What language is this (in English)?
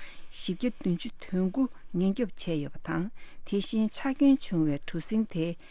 Tibetan